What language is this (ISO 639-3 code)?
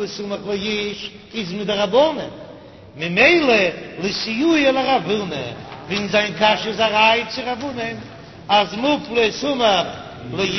yid